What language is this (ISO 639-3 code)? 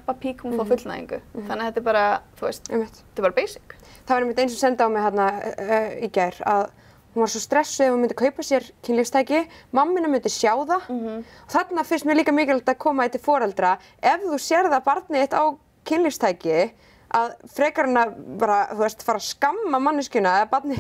isl